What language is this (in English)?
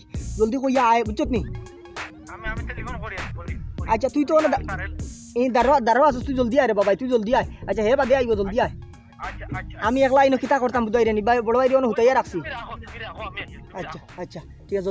Sylheti